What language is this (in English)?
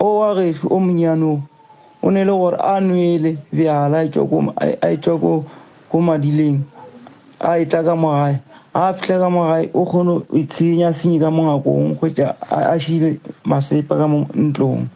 Northern Sotho